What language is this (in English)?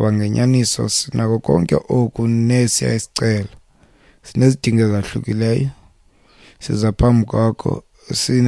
Xhosa